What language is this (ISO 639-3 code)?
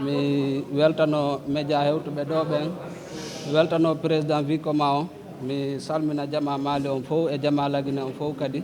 ful